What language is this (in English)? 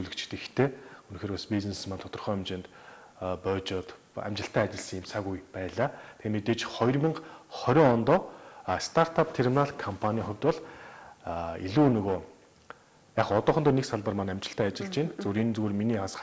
Mongolian